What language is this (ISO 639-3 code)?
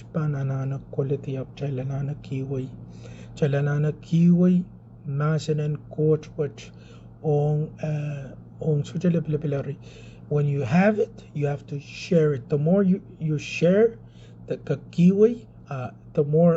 pon